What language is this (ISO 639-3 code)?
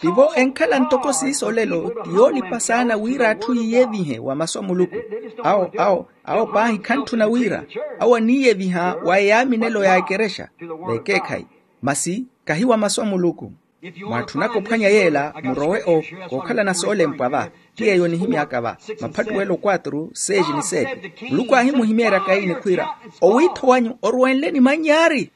vmw